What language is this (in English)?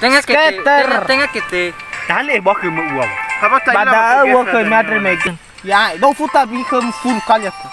Nias